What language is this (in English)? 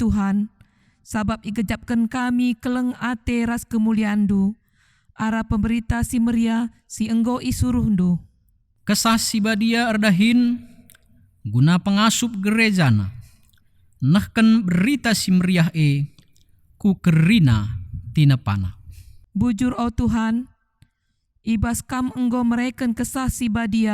Batak Karo